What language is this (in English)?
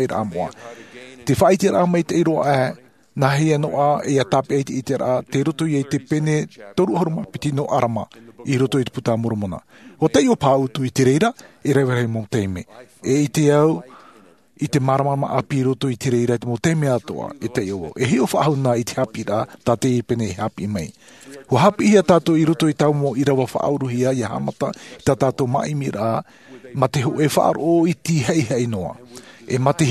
Tahitian